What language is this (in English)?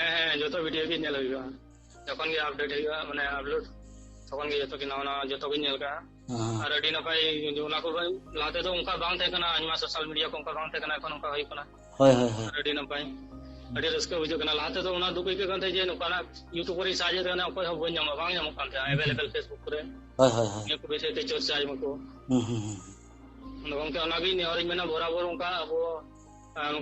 Santali